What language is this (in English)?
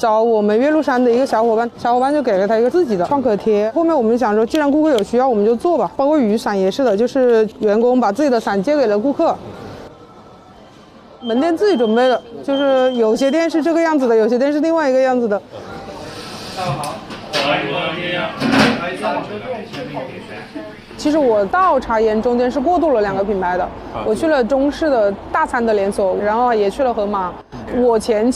Chinese